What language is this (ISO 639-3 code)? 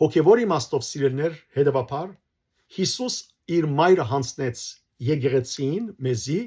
hyw